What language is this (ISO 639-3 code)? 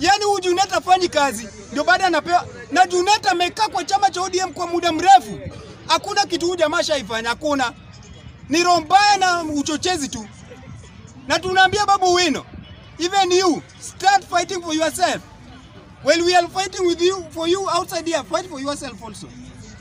swa